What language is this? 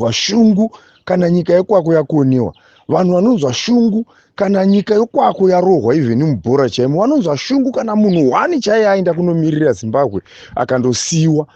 Shona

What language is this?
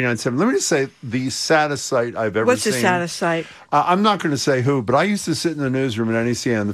English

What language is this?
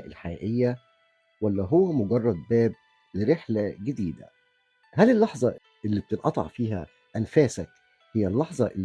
Egyptian Arabic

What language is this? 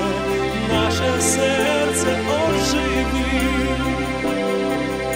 Ukrainian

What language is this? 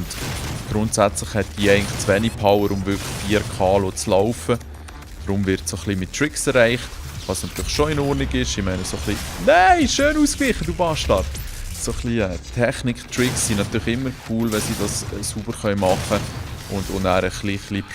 Swiss German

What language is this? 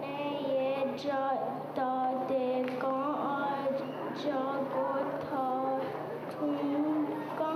Mohawk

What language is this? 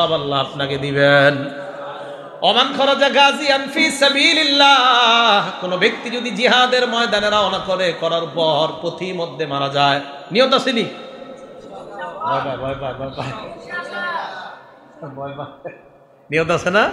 Bangla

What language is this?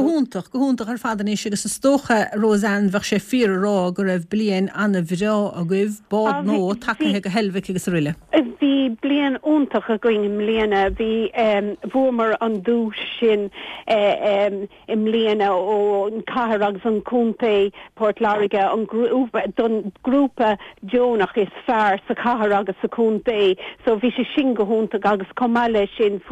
Irish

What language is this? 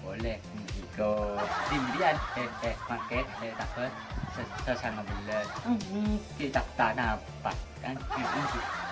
Madurese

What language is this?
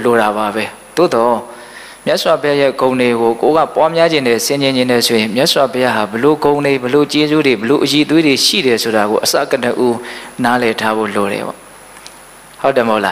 Burmese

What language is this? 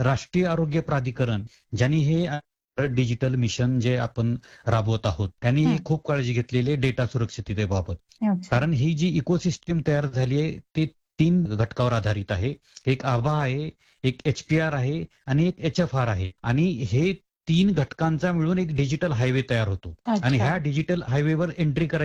Marathi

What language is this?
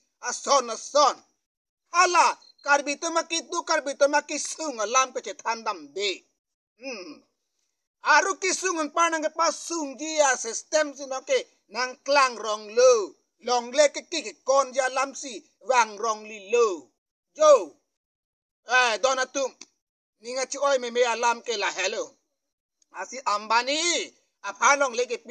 Karbi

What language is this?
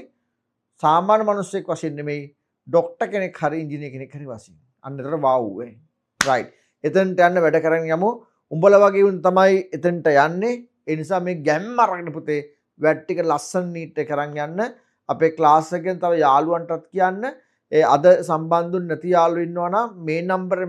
Sinhala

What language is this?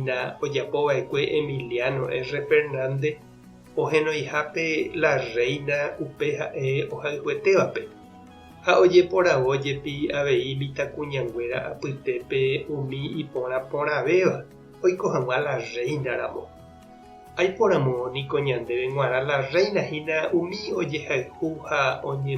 Guarani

